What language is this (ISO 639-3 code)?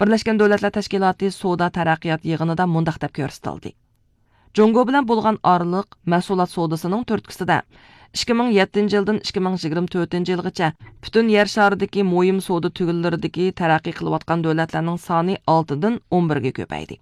uig